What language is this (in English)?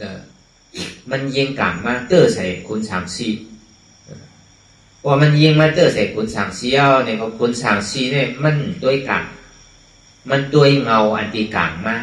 Shan